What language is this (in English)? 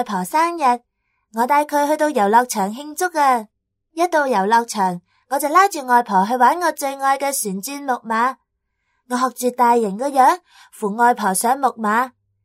Cantonese